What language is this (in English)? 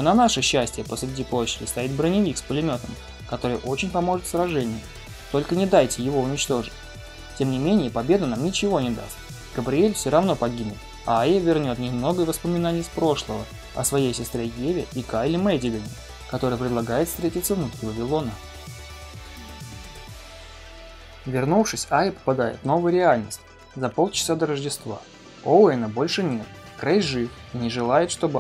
Russian